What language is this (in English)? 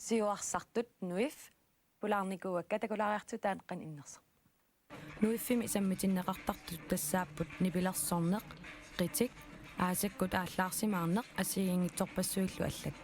Kalaallisut